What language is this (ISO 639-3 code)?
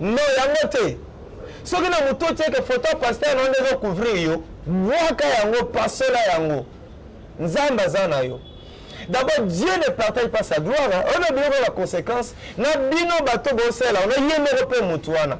lin